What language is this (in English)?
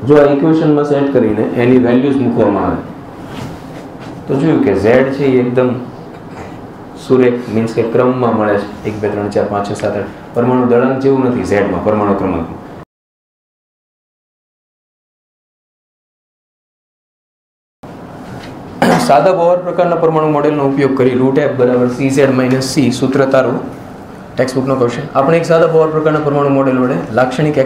Gujarati